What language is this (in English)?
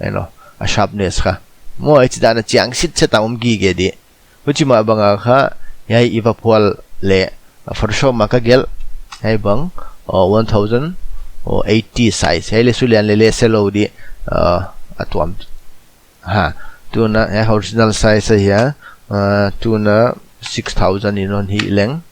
Paite Chin